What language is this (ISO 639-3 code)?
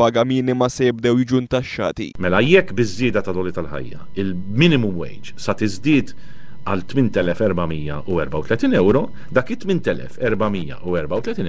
mlt